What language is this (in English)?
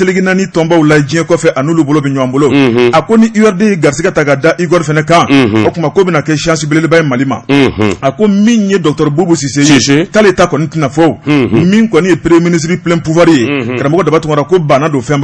Bambara